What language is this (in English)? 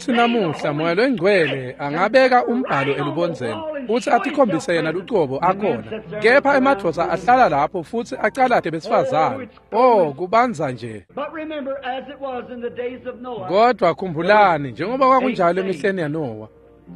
Swati